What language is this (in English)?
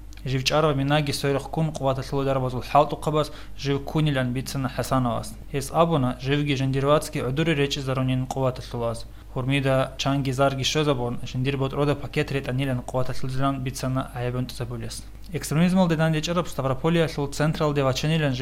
Avaric